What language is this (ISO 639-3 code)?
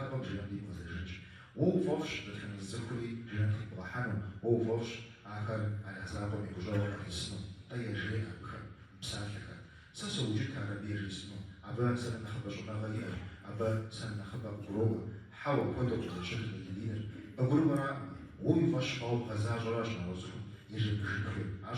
kbd